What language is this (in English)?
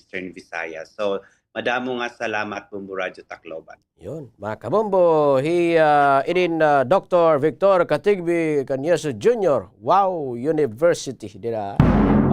Waray